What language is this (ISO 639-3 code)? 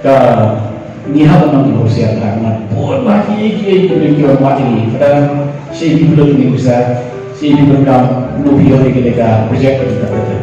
kha